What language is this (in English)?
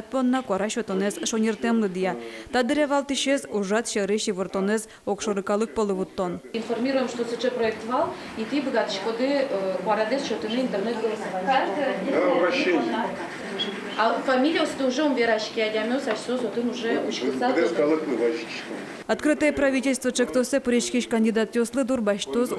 Udmurt